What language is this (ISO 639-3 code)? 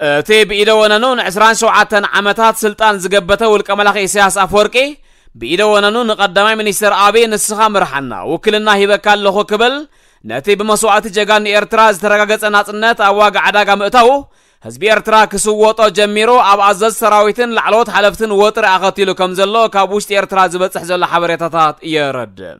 tir